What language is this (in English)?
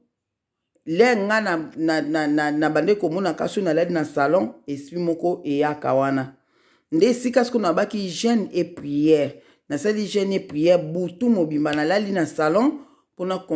Lingala